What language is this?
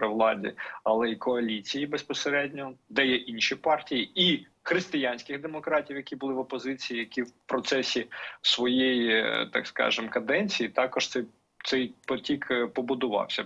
Ukrainian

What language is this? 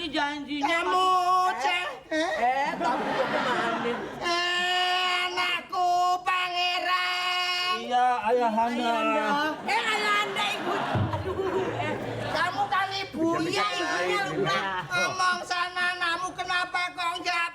Betawi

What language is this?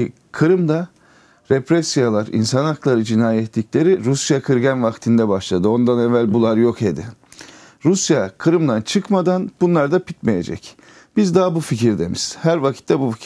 Crimean Tatar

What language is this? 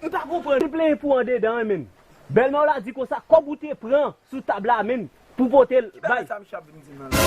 Haitian Creole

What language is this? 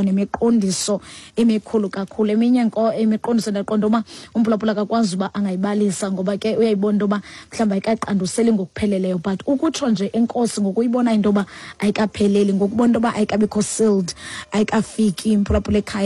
Xhosa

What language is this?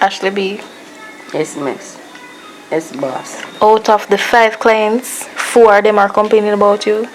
Jamaican Creole English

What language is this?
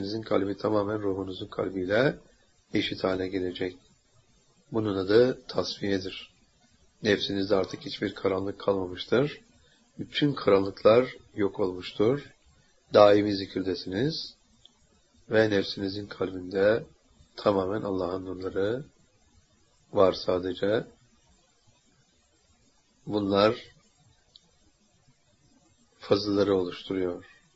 Turkish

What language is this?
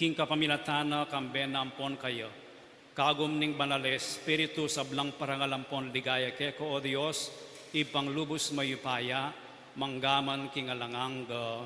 Pampanga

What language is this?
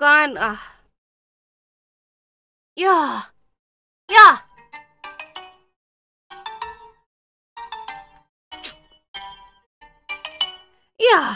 Indonesian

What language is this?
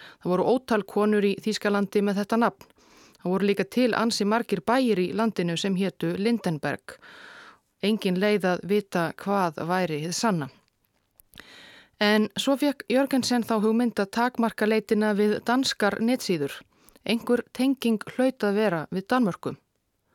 Icelandic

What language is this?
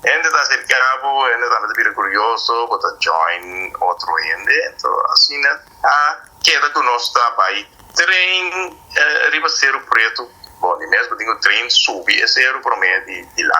Papiamento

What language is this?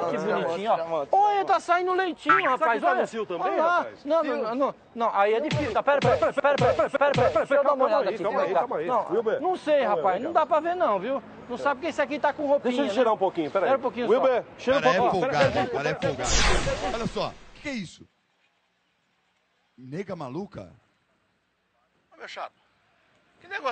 Portuguese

